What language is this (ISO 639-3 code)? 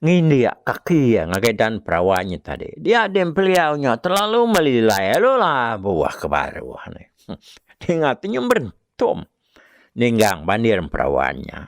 iba